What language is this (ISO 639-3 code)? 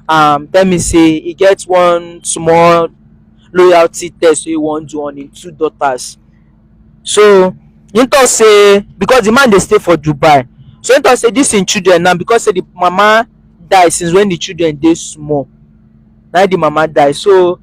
pcm